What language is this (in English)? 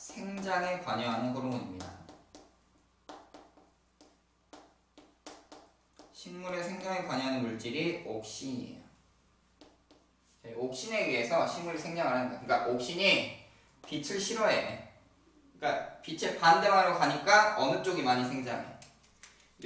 Korean